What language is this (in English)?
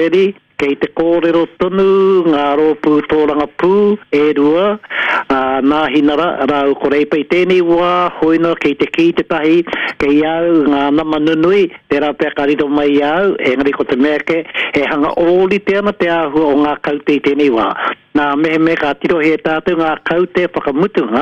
Māori